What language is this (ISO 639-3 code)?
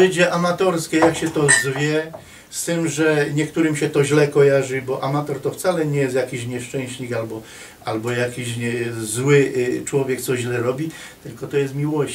szl